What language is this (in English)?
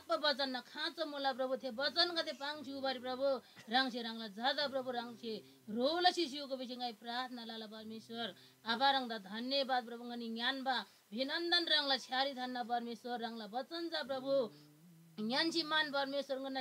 Eastern Tamang